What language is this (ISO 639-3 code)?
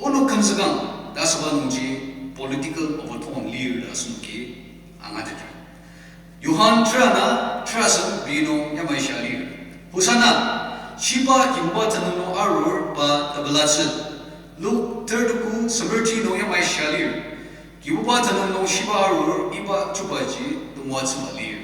njo